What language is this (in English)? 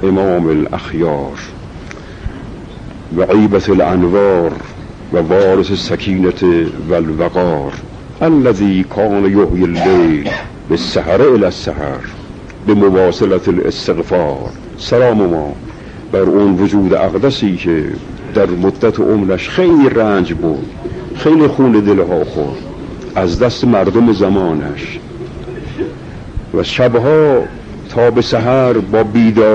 Persian